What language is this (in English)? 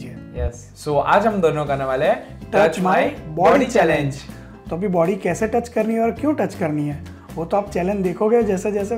Hindi